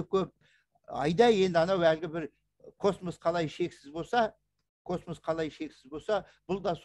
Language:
Kazakh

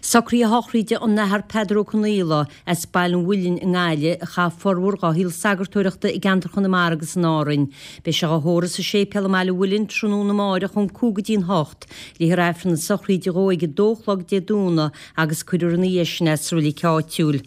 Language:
Irish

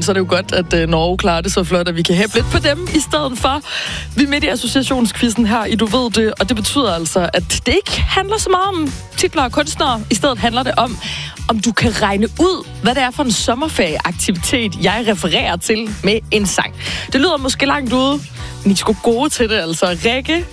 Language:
Danish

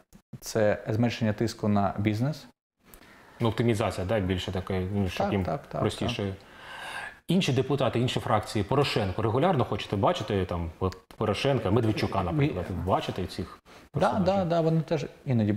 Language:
Ukrainian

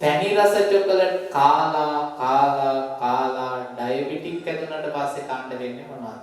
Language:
Sinhala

